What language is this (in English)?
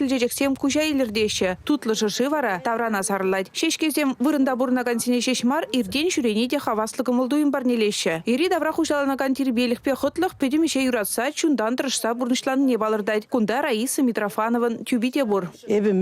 Chuvash